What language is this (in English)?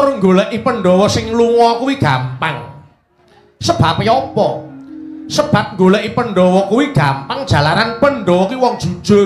Javanese